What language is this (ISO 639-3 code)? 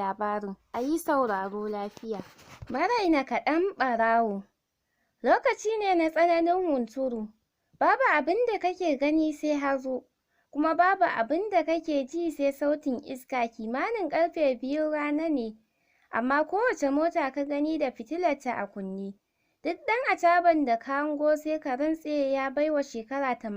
hau